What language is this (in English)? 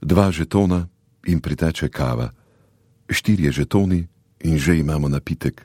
Slovenian